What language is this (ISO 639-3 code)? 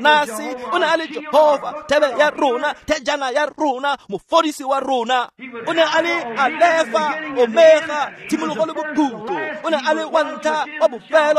tsn